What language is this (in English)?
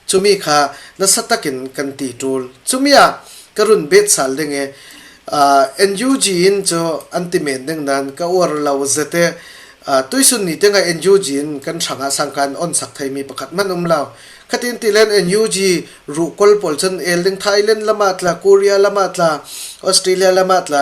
Falam Chin